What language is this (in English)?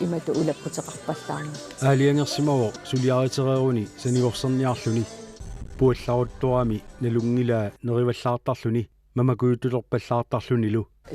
Kalaallisut